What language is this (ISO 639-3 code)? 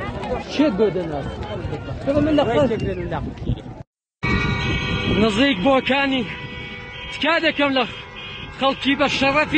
fas